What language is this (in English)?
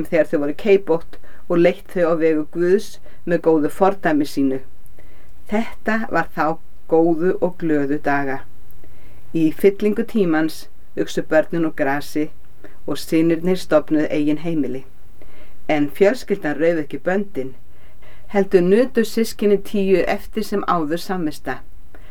Icelandic